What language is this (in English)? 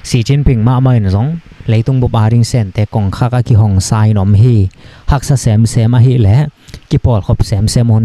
Tedim Chin